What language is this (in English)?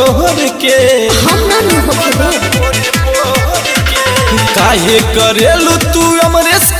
Bhojpuri